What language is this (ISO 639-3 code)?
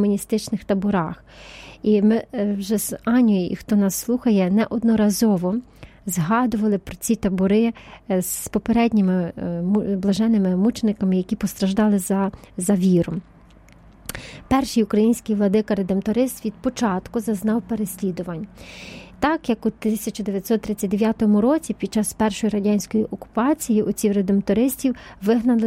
ukr